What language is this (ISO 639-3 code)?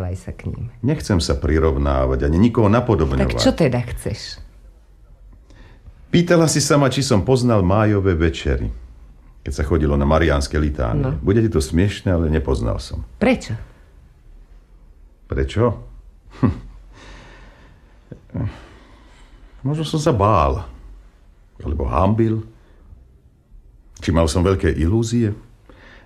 slk